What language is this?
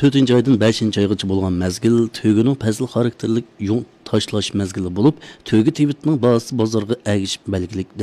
Uyghur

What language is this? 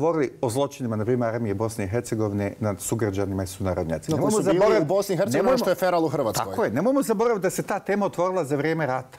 Bosnian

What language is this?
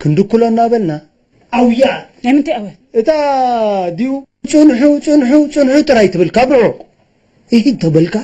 Tigrinya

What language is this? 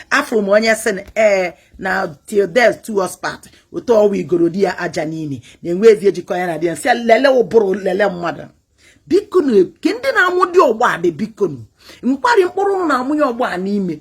Igbo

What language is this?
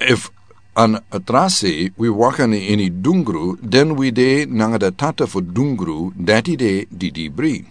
Sranan Tongo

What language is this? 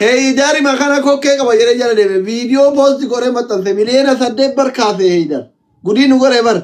Oromo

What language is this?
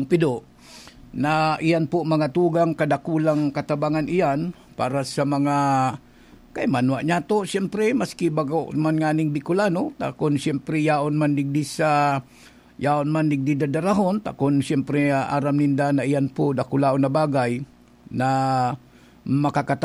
Bikol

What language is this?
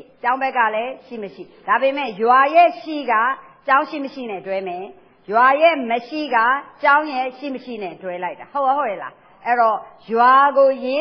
Burmese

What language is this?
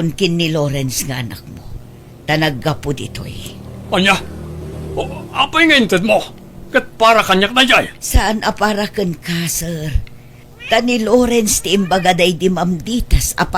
Iloko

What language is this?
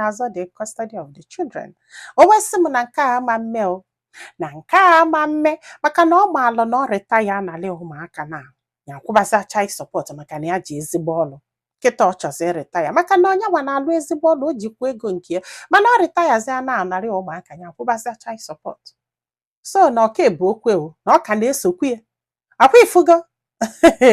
Igbo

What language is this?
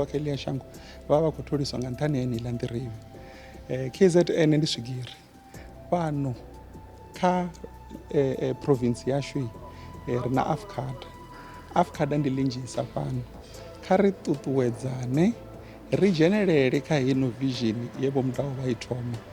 Venda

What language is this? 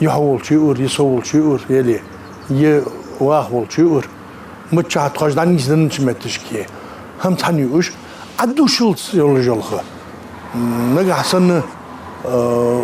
Ingush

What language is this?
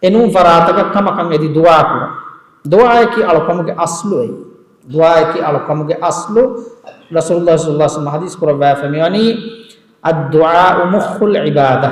Divehi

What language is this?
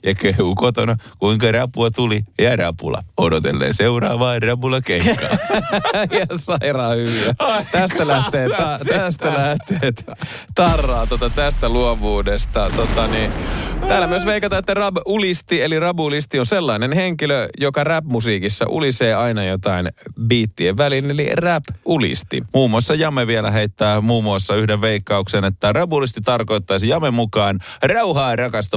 Finnish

